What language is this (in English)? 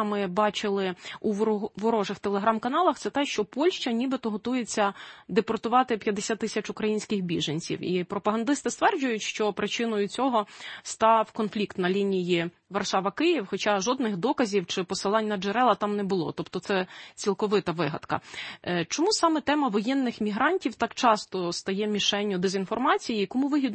Ukrainian